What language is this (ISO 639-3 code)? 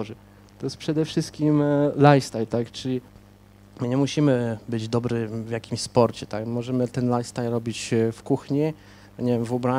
pol